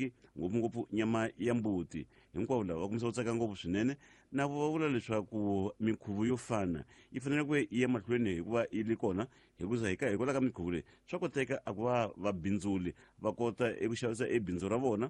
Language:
Tsonga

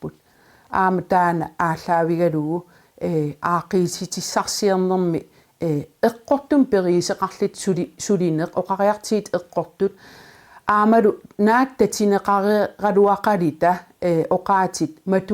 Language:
Kalaallisut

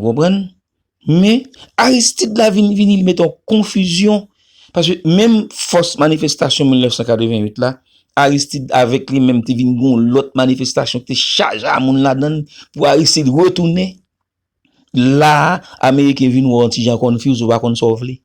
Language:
Haitian Creole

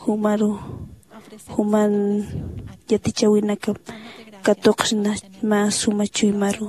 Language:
Aymara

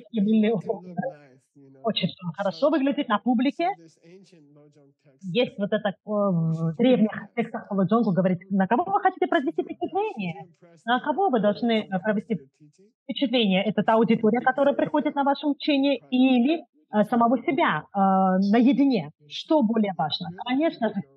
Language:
Russian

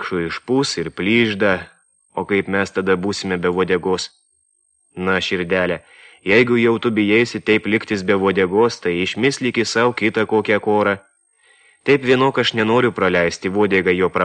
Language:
Lithuanian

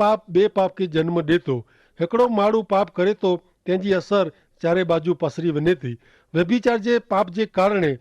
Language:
Kachhi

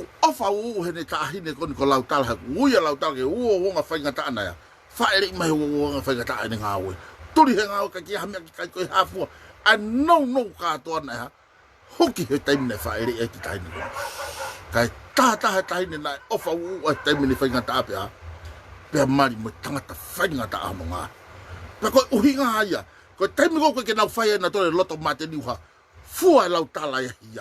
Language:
Tongan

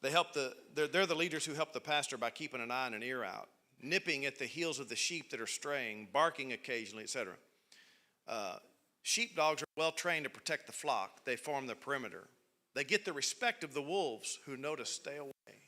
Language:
English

